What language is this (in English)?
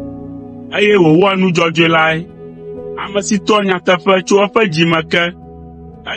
Ewe